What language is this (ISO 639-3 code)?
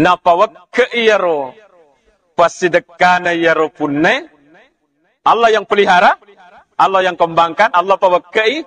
bug